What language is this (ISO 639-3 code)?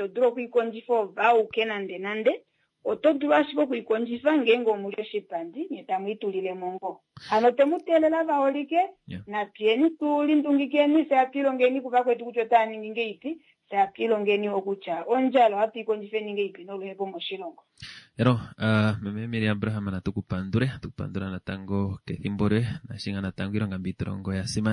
kua